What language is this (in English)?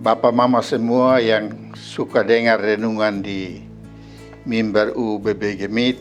Kupang Malay